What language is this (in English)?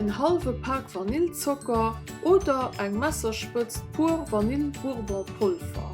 Luxembourgish